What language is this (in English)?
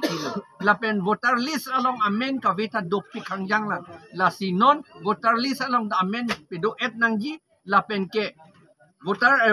Karbi